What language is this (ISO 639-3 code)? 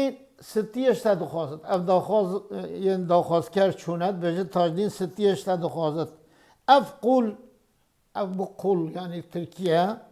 kur